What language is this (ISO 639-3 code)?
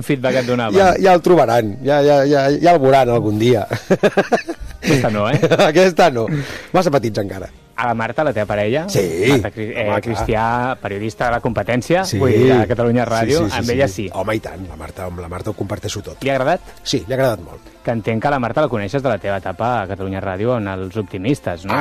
cat